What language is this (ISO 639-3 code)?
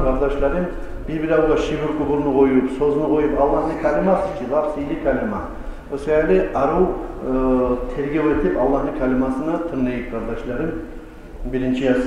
kum